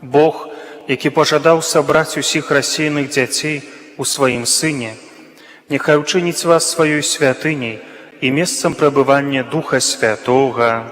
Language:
Belarusian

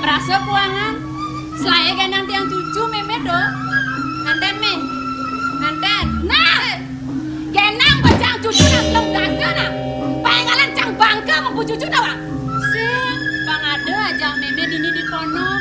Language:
Balinese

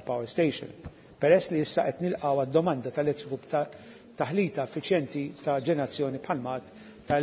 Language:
Maltese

